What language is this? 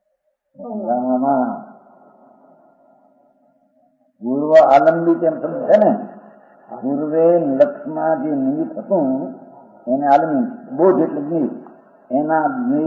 Gujarati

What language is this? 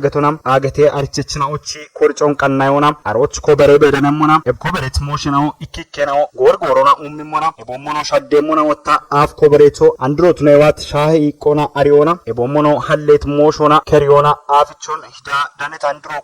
Kafa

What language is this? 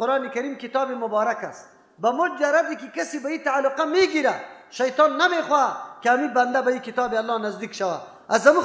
Persian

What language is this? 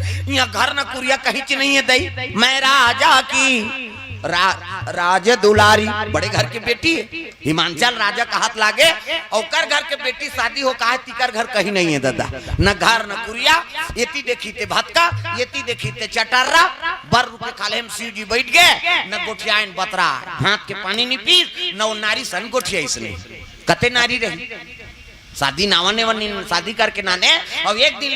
Chhattisgarhi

